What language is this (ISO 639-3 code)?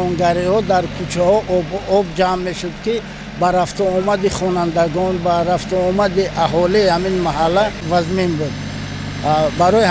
tgk